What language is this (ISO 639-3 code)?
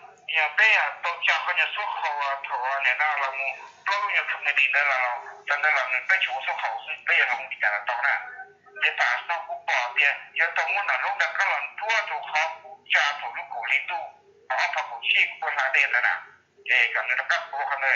hmn